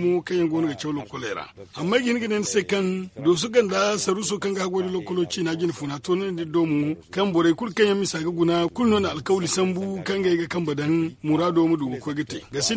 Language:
Zarma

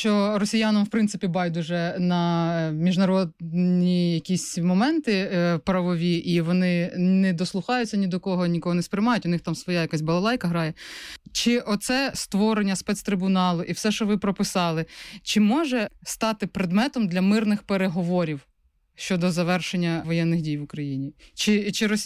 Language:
Ukrainian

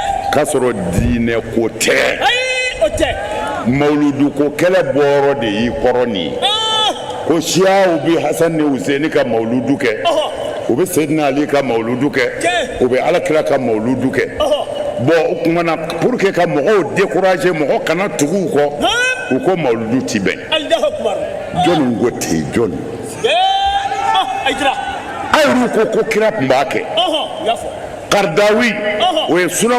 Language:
Bambara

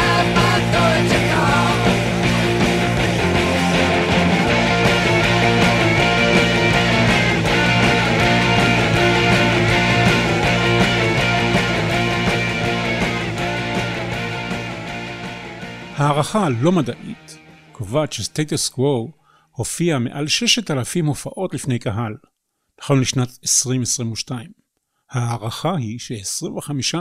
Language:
Hebrew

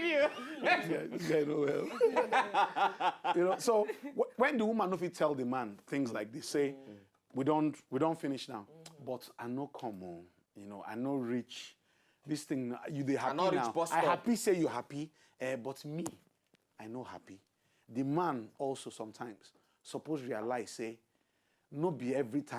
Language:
Nigerian Pidgin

